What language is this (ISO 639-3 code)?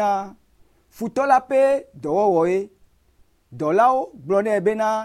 ewe